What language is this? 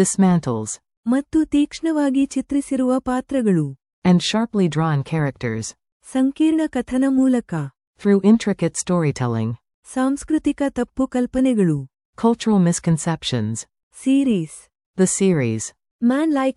Kannada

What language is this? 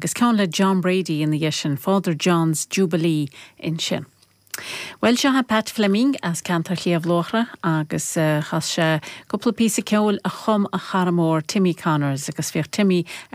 Irish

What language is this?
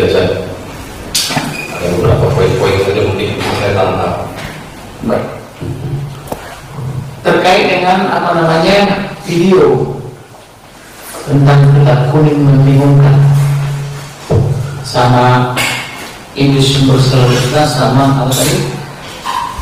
Indonesian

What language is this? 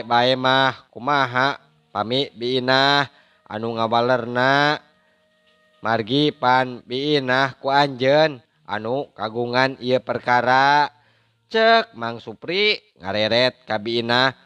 Sundanese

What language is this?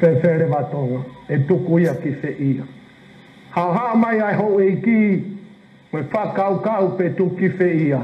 Tongan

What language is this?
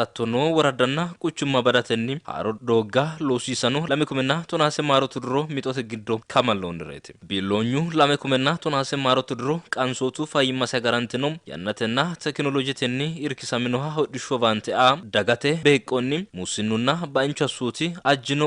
Sidamo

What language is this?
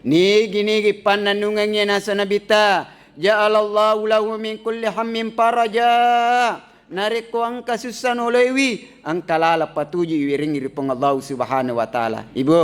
Buginese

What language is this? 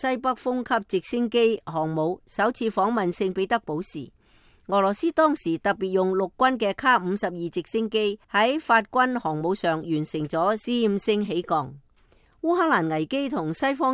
Cantonese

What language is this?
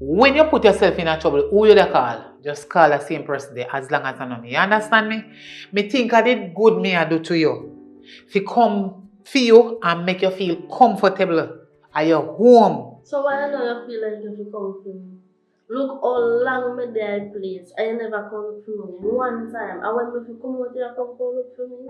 Jamaican Creole English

